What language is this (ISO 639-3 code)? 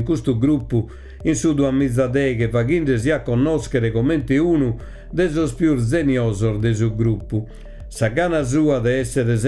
srd